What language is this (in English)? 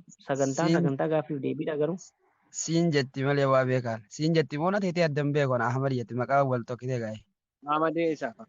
Oromo